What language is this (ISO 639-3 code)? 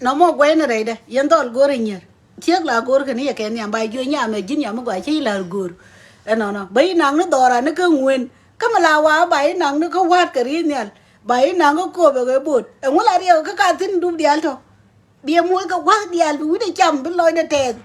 nus